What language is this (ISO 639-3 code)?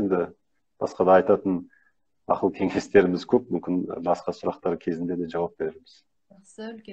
kaz